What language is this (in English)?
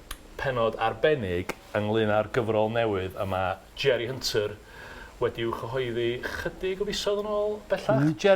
Welsh